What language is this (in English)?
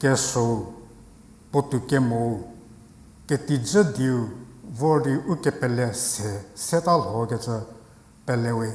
Angami Naga